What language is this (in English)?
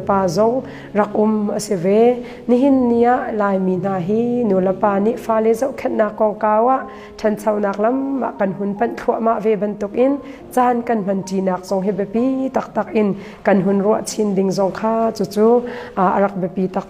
Hakha Chin